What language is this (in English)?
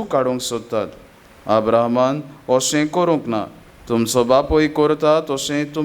Konkani